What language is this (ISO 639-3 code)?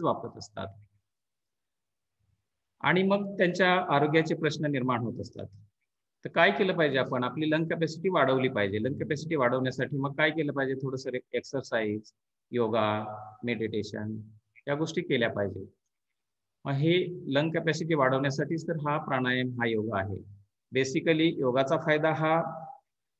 mar